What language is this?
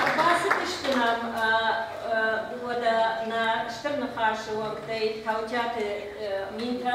Ossetic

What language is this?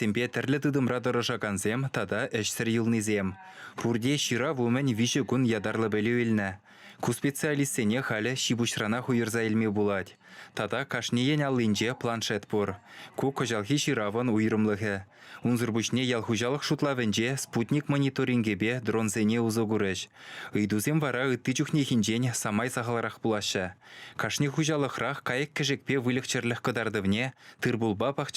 Chuvash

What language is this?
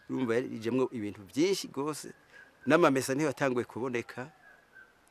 Rundi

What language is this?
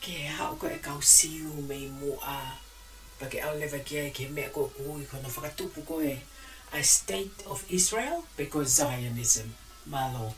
Tongan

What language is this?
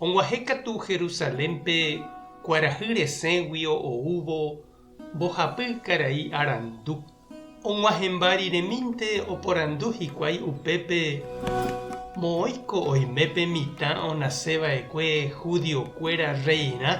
Guarani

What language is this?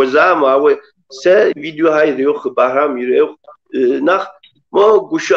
Kabardian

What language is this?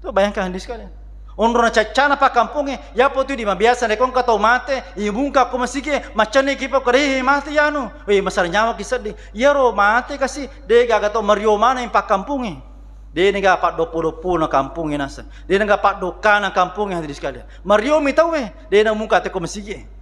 Buginese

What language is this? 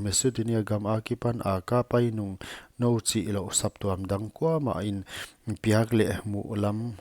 Paite Chin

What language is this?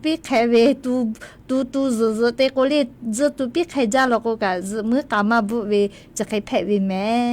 Lahu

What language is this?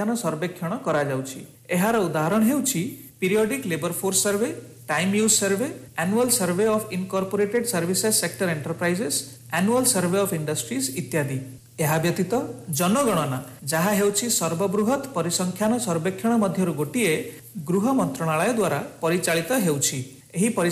Odia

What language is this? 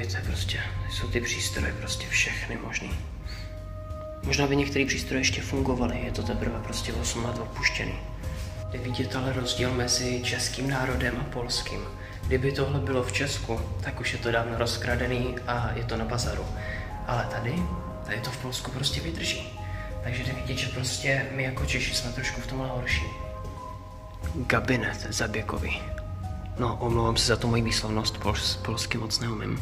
Czech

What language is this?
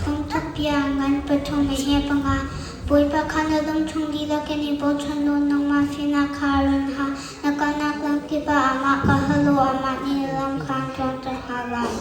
Hakha Chin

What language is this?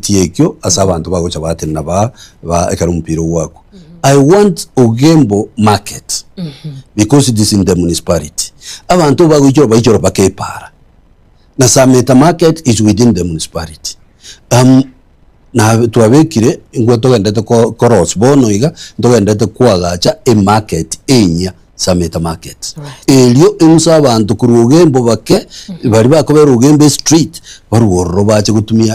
Gusii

